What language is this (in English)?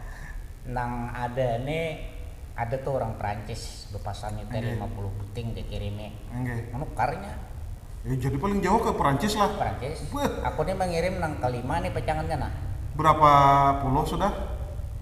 Banjar